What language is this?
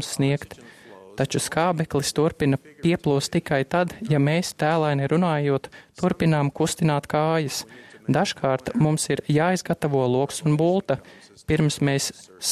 Latvian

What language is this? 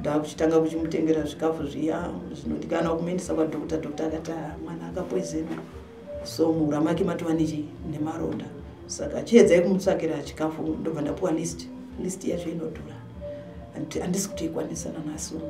Shona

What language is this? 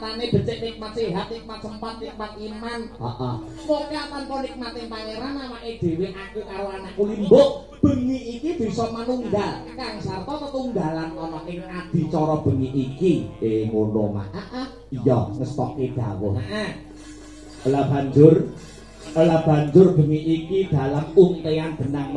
Javanese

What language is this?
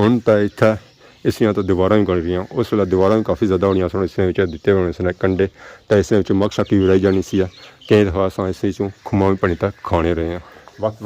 Pahari-Potwari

